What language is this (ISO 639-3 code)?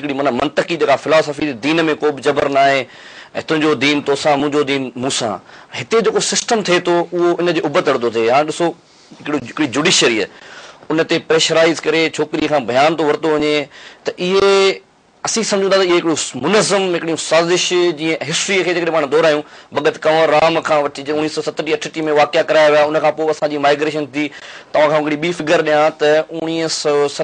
snd